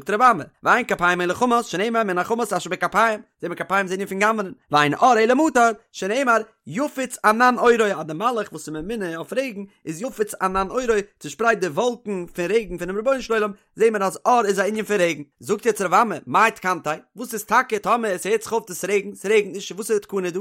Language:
Yiddish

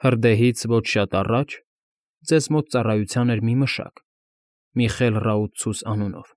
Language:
Armenian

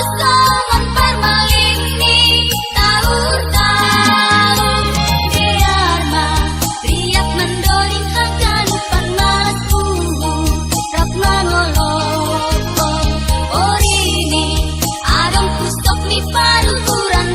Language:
Batak Simalungun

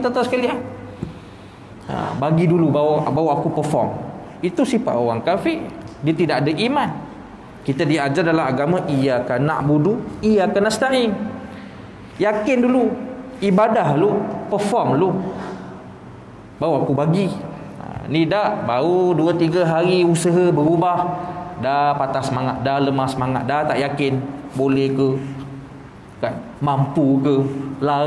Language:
Malay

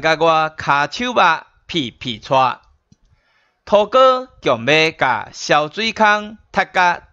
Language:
Min Nan Chinese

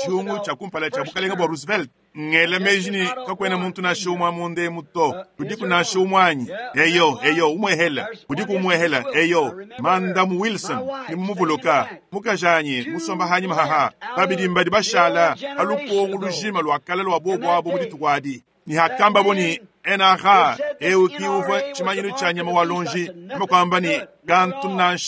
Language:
Luba-Lulua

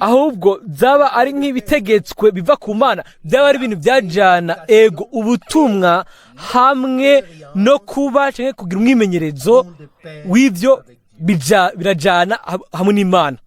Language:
Rundi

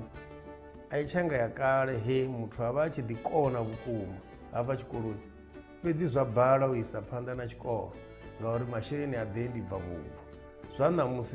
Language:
Venda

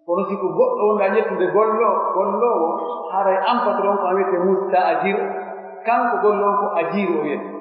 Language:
Pular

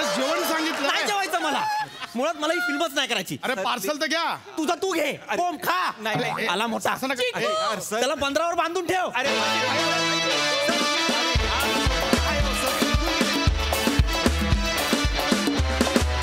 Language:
Marathi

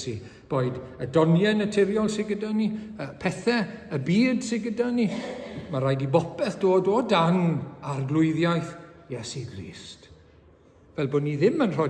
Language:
Welsh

